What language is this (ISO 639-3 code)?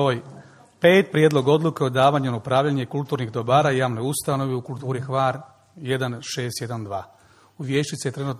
hrv